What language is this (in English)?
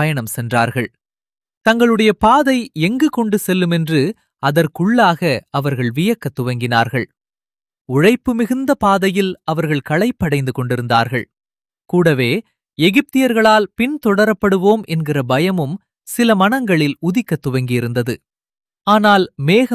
Tamil